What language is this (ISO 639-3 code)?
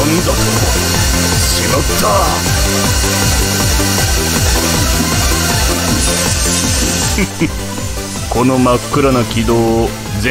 jpn